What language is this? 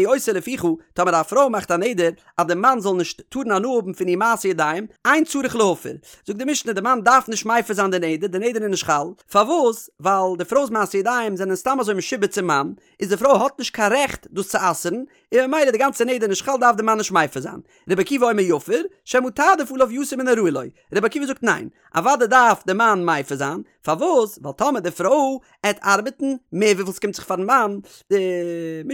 Yiddish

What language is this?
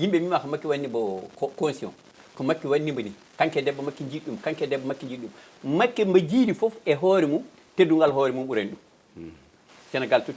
Fula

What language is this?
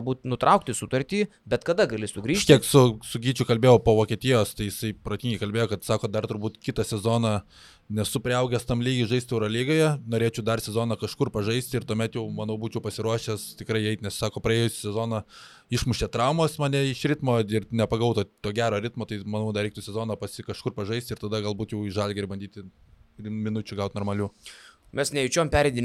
Lithuanian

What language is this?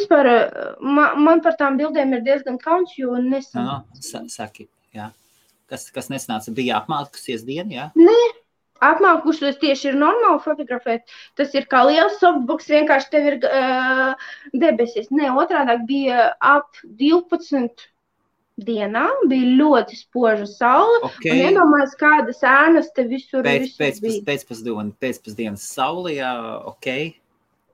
Latvian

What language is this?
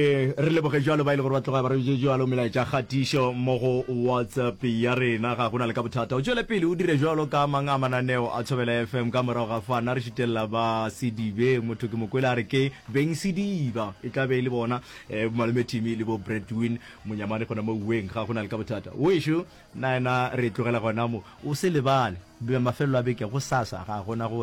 Northern Sotho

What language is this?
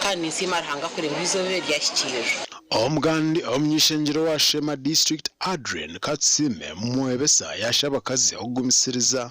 Nyankole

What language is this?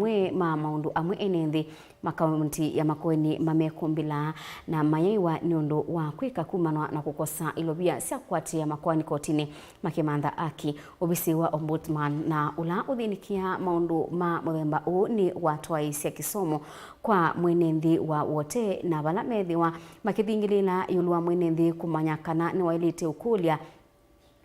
Kamba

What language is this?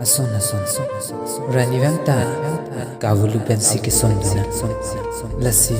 Karbi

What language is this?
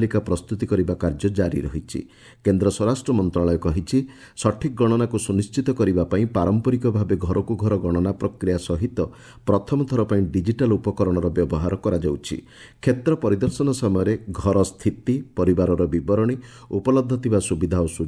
Odia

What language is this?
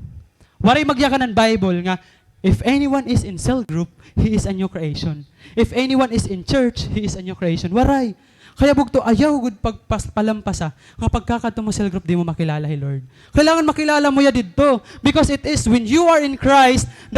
Waray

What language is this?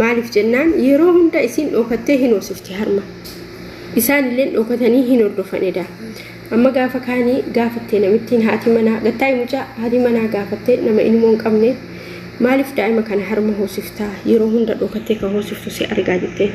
Oromo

